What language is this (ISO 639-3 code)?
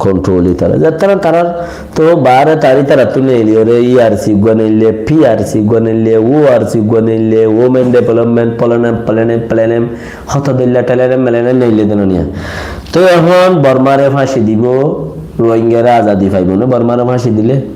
rhg